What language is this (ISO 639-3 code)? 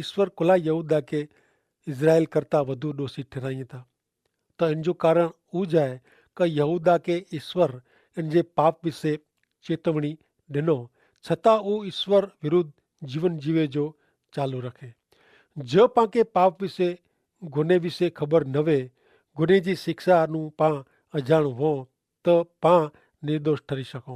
kfr